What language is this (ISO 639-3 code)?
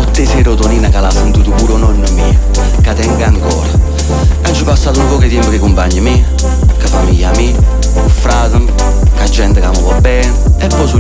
nap